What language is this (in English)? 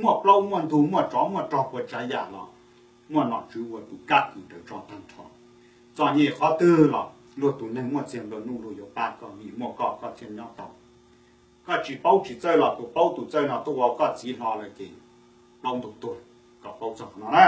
Hmong